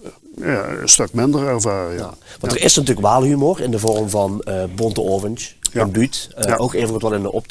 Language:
Limburgish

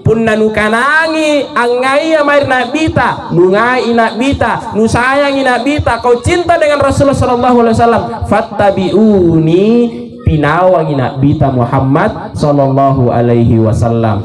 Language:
Makasar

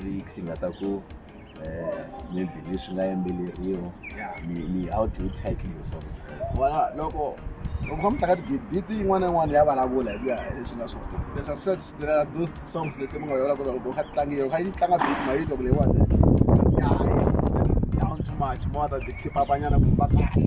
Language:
Tsonga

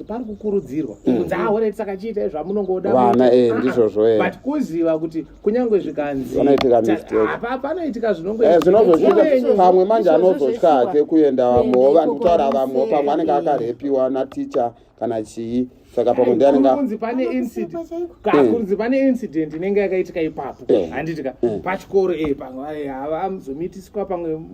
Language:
Shona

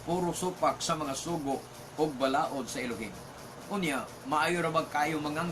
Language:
Cebuano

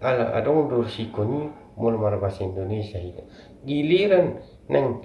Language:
Batak Toba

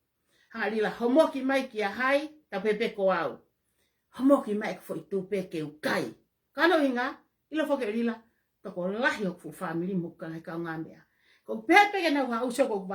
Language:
Tongan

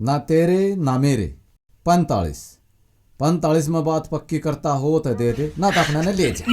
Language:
Haryanvi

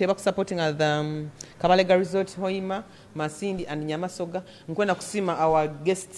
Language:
Nyoro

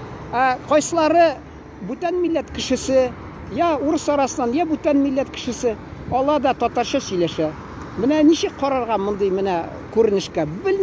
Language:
Tatar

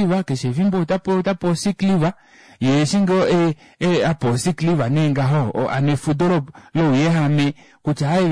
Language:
Kuanyama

